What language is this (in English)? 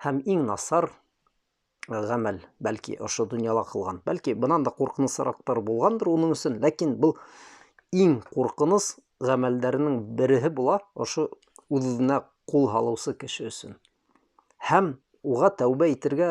Bashkir